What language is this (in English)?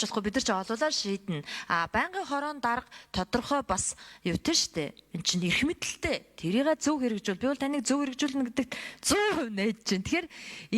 Mongolian